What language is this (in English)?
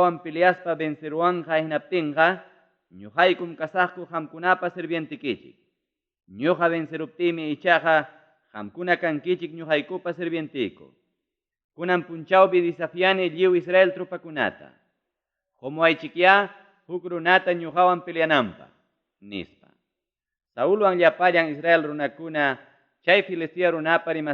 Ayacucho Quechua